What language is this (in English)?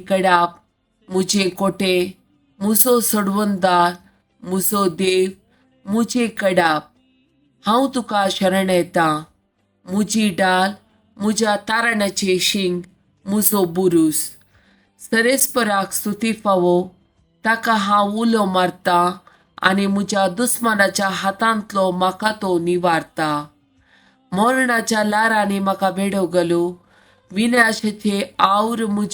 Konkani